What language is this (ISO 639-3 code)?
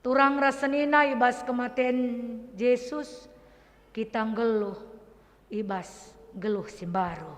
btx